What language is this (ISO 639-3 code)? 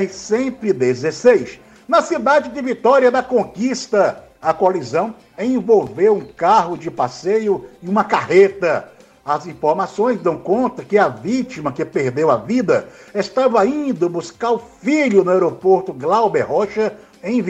por